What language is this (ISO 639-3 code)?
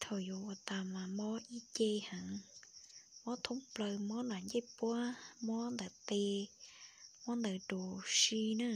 hmn